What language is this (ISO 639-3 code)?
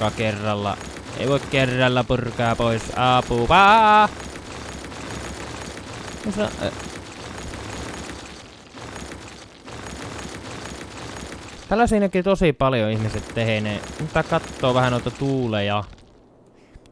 fin